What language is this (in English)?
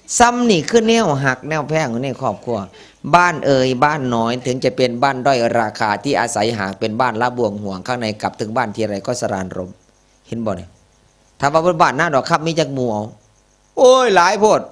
Northeastern Thai